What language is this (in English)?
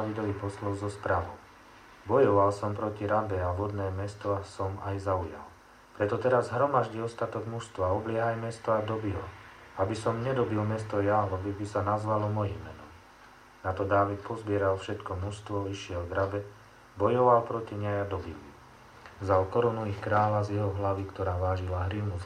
Slovak